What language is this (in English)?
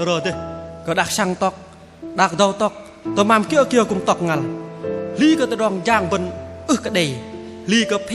Bahnar